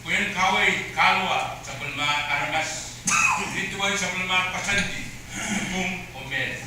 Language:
Pohnpeian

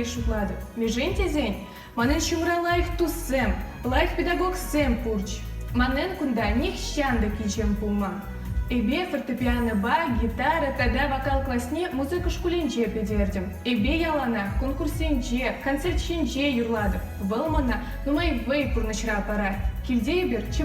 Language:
Chuvash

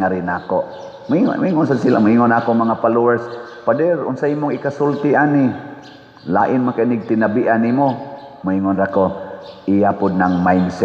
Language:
Cebuano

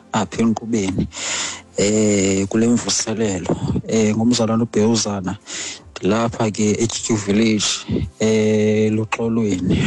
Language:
Xhosa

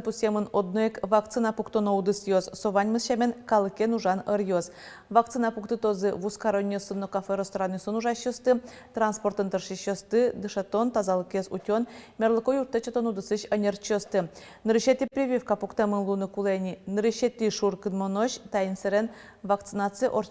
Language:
Udmurt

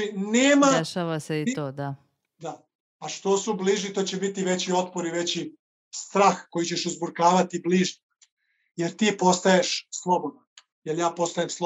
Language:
Serbian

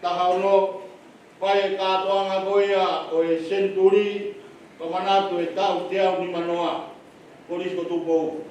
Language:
Tongan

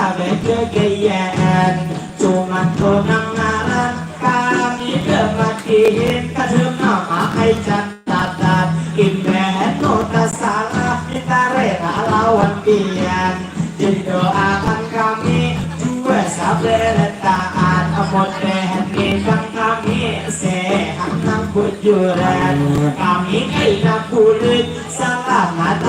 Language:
Banjar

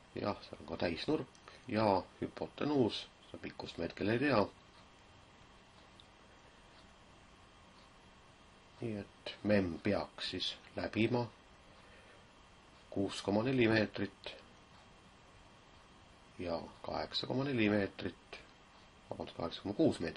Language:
Estonian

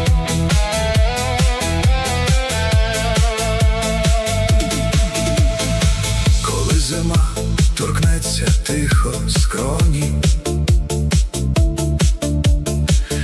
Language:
Ukrainian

